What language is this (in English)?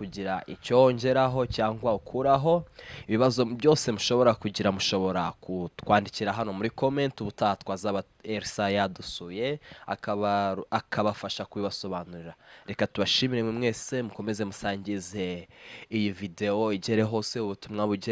Kinyarwanda